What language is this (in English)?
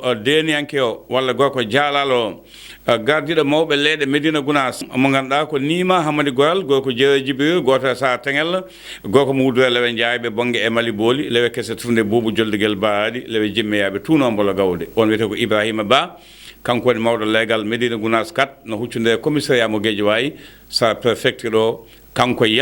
Fula